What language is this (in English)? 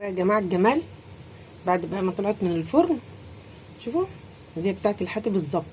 Egyptian Arabic